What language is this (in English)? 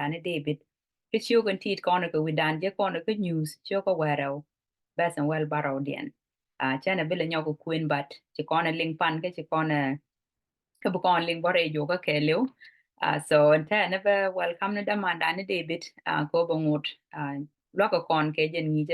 Nuer